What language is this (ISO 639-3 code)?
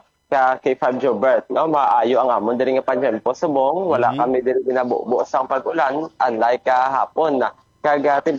hil